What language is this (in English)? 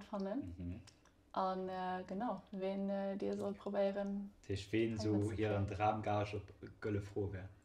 Luxembourgish